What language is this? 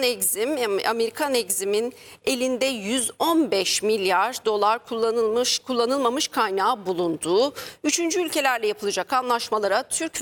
Turkish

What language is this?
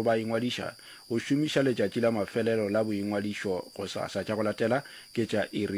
Northern Sotho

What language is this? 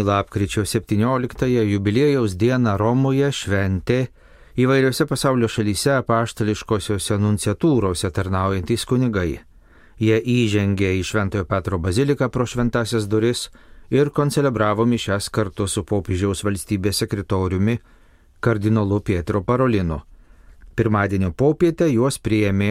Lithuanian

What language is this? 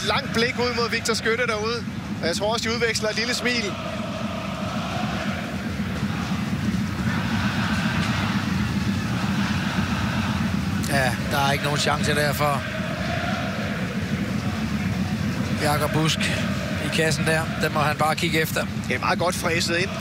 Danish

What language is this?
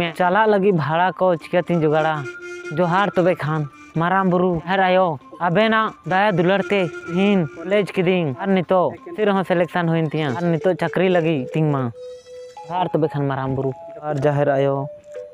Santali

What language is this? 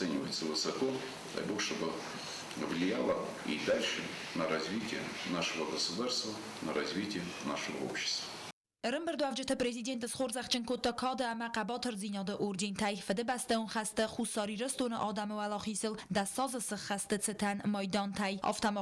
Ossetic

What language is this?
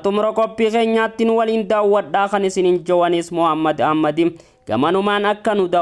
Oromo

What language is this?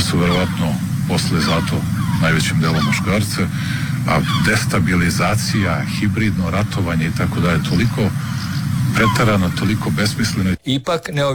Croatian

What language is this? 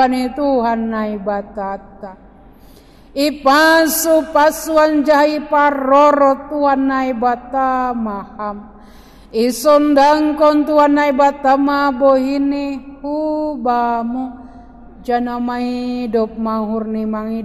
Batak Simalungun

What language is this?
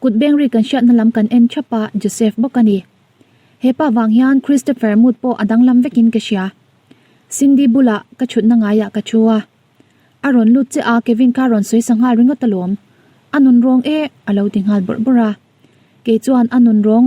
Mizo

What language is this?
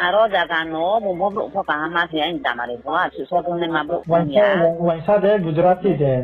Riang (India)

